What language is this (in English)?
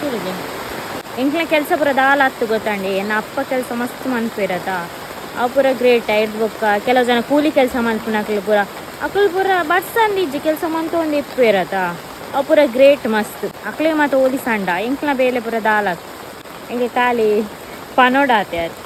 Tulu